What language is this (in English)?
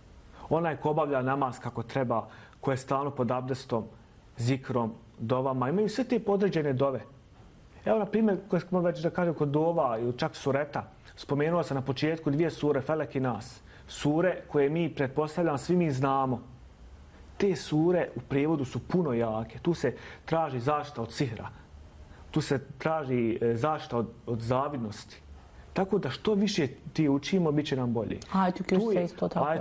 Bosnian